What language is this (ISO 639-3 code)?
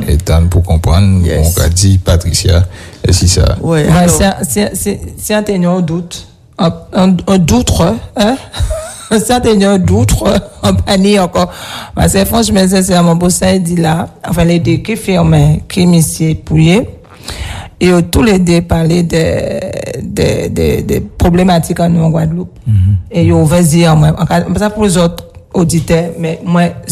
fra